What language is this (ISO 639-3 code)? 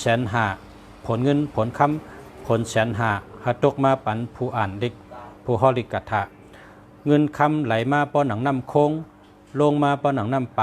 shn